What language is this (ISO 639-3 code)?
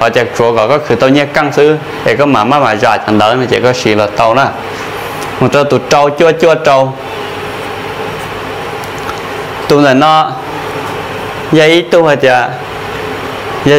vie